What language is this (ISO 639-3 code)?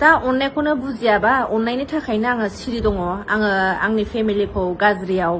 brx